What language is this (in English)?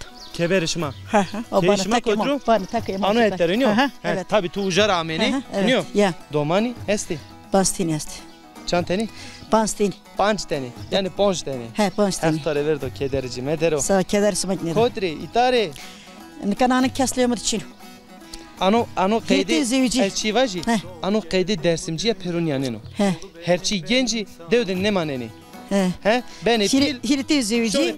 Zaza